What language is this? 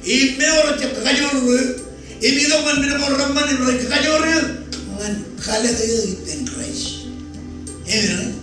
Marshallese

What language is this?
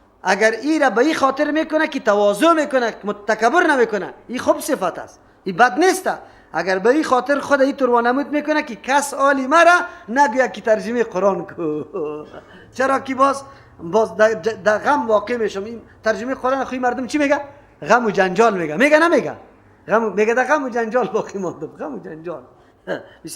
Persian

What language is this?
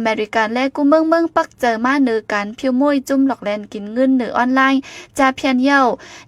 Shan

